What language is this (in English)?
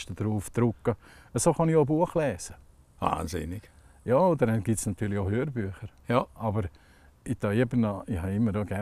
German